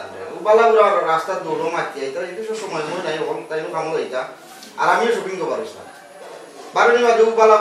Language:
Sylheti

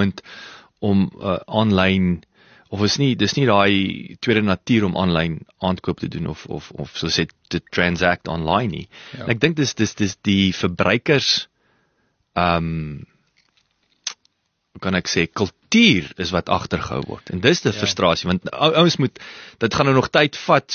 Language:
Afrikaans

